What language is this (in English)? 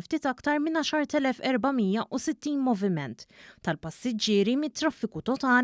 Maltese